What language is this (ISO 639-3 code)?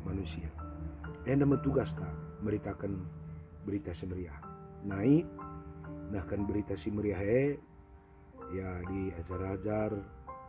btx